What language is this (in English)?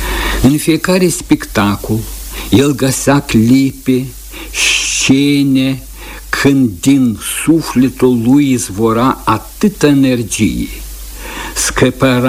Romanian